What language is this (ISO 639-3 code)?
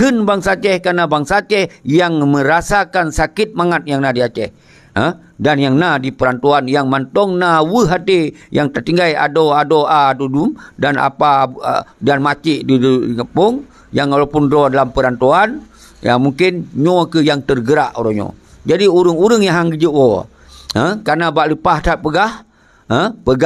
ace